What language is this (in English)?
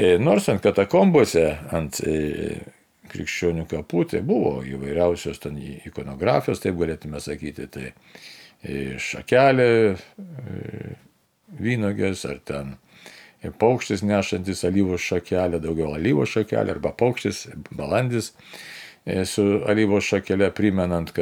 Lithuanian